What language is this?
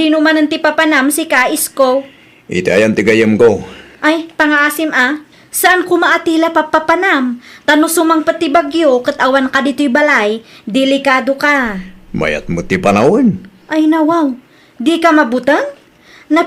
Iloko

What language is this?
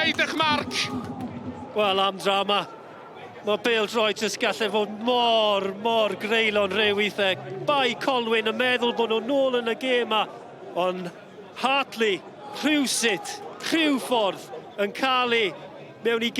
Welsh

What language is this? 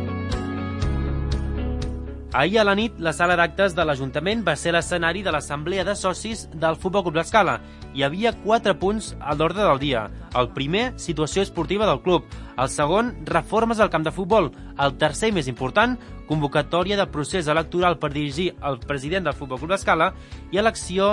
Catalan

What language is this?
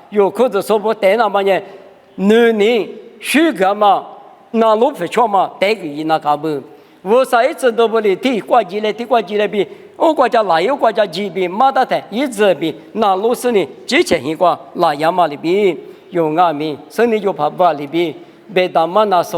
Lisu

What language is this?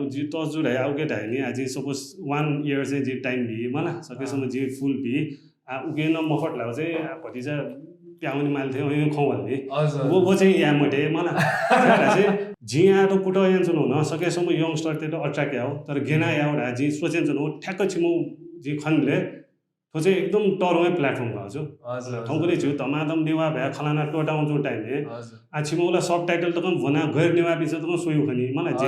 Newari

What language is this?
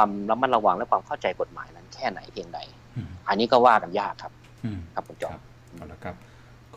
Thai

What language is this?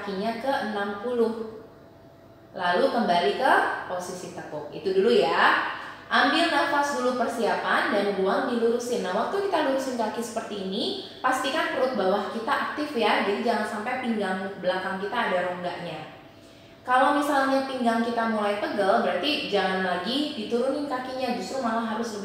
Indonesian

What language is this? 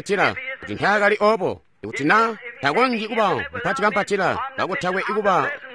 Tonga (Zambia)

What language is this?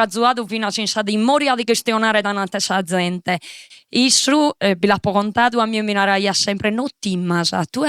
Sardinian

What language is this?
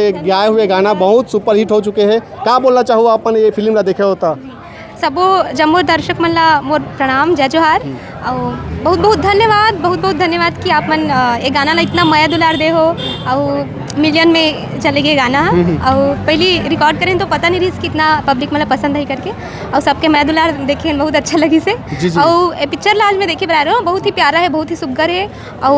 Chhattisgarhi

